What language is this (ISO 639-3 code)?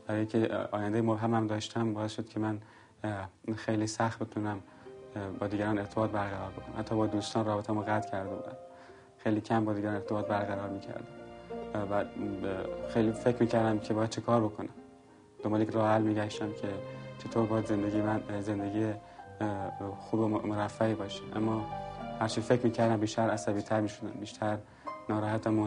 fas